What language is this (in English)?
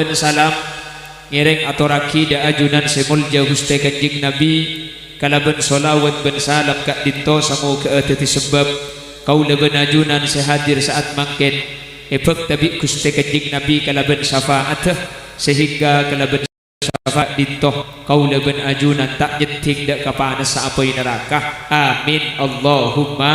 Madurese